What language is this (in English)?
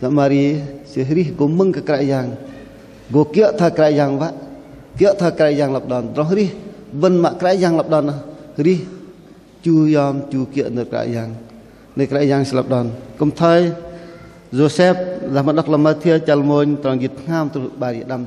Bahnar